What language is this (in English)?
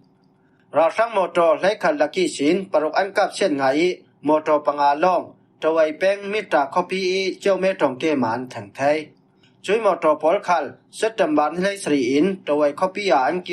Falam Chin